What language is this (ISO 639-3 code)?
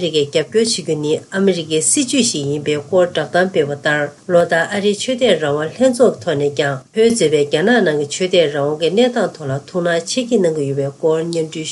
bod